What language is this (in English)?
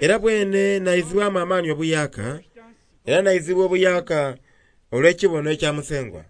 Soga